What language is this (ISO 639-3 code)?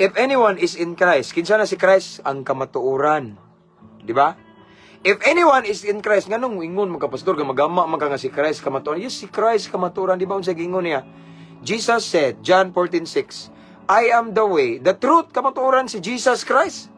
ceb